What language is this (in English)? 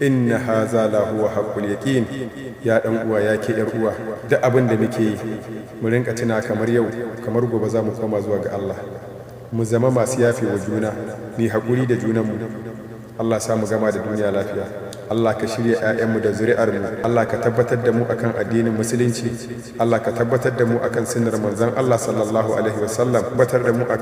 Hausa